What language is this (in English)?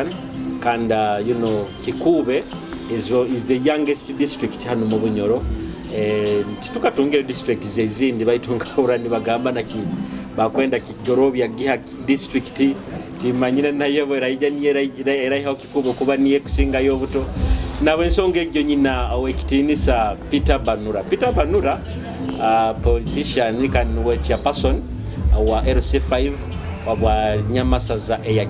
Nyoro